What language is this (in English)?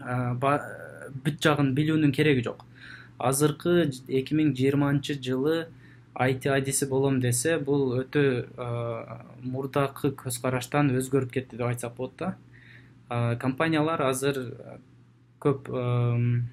Kyrgyz